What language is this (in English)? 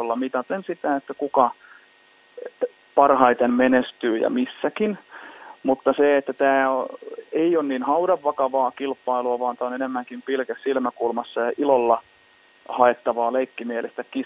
Finnish